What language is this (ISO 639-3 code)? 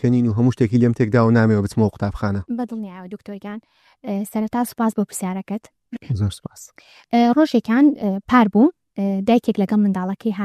ckb